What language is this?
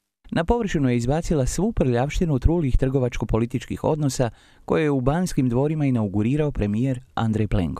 Croatian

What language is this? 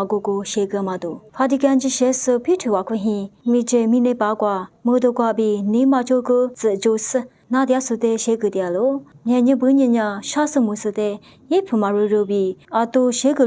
Lisu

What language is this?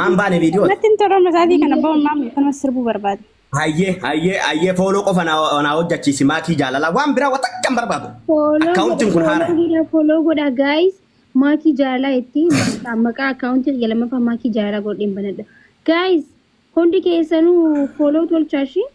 Oromo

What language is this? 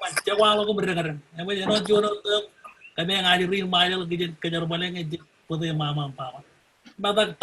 Marshallese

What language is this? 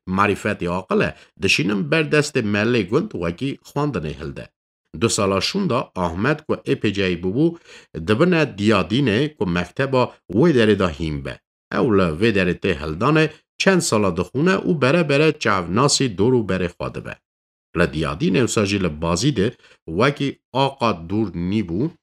Kurdish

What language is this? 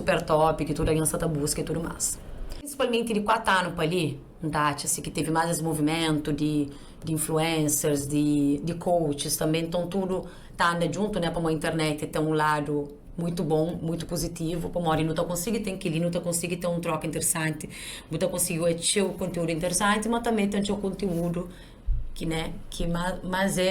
Kabuverdianu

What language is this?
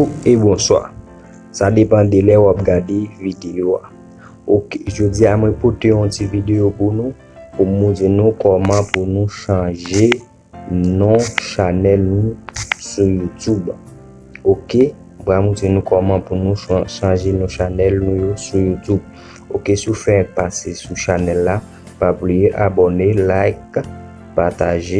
Haitian Creole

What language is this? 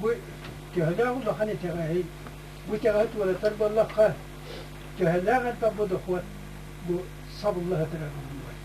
Yakut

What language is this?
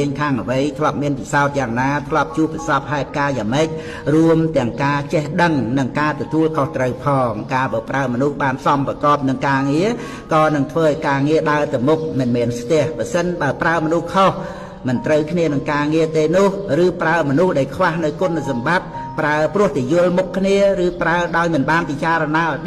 Khmer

